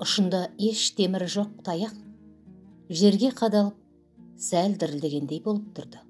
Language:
Kazakh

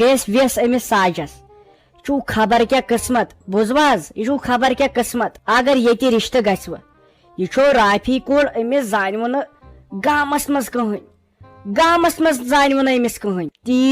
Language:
Kashmiri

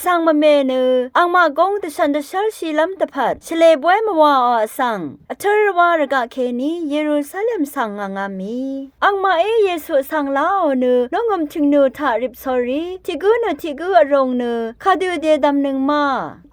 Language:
Rawang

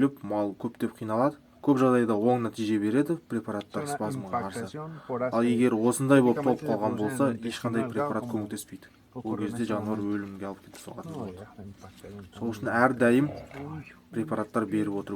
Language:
Kazakh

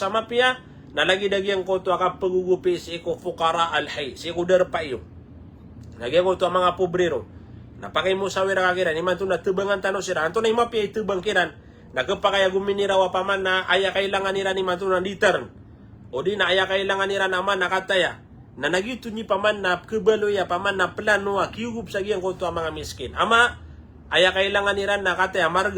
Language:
Maranao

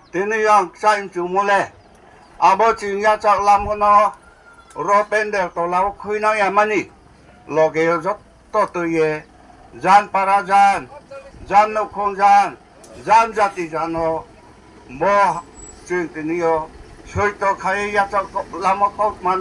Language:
Riang (India)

